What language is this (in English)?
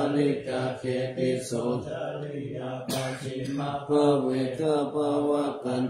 Pali